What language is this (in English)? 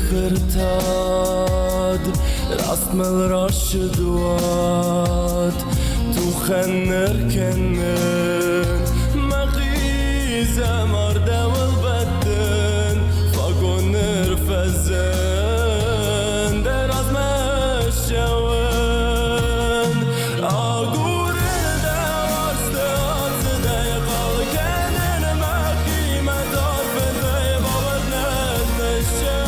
Ossetic